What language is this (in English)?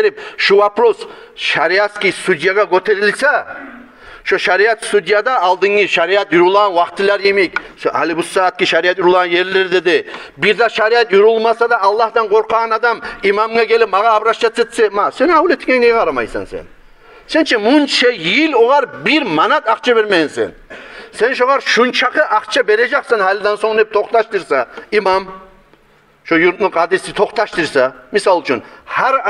Kumyk